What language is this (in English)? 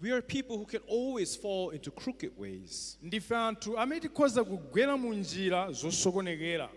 Nyanja